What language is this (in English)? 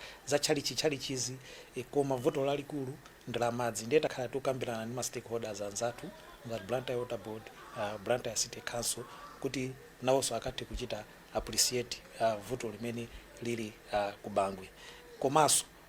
Nyanja